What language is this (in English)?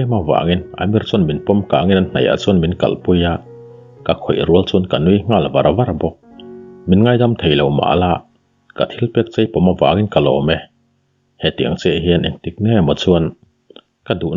Mizo